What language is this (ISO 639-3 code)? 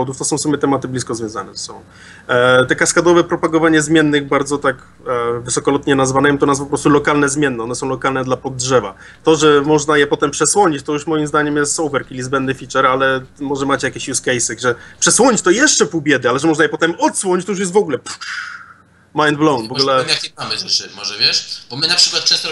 pol